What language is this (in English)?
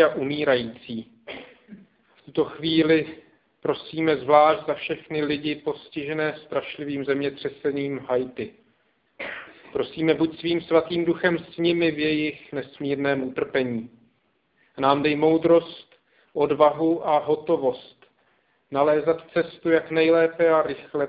Czech